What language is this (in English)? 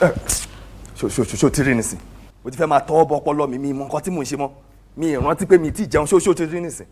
Yoruba